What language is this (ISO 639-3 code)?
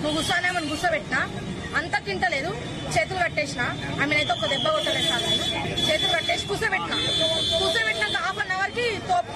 tel